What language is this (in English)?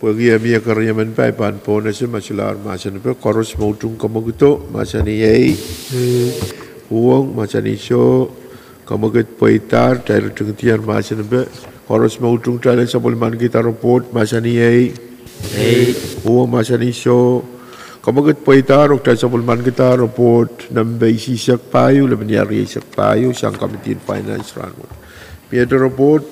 Pohnpeian